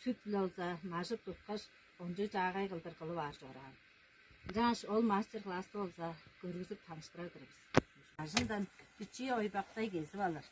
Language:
Tuvinian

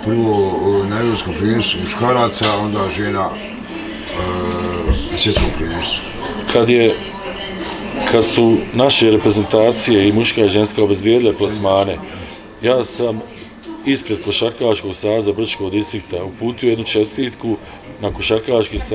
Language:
Bosnian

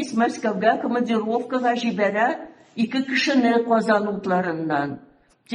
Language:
Tatar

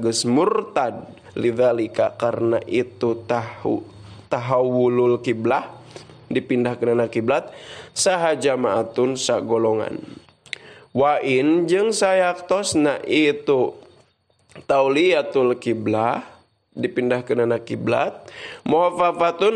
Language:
Sundanese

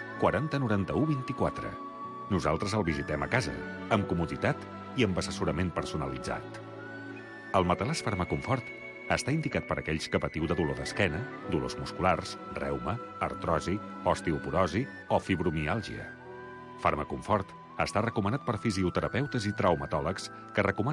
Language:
Catalan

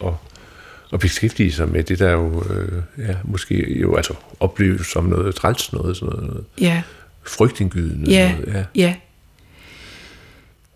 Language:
Danish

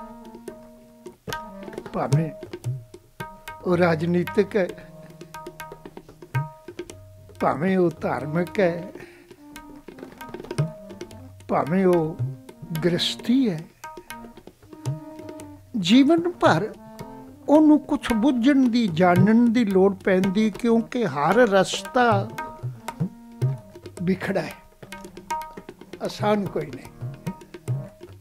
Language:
Punjabi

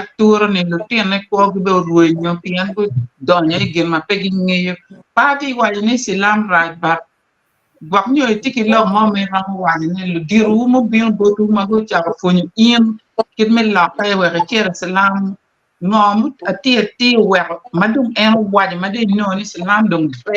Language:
Acoli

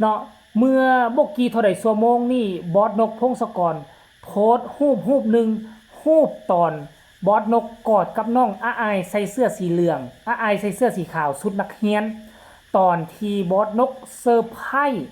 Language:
Northeastern Thai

